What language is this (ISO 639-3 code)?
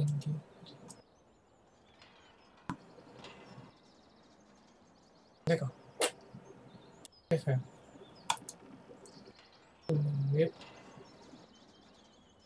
fra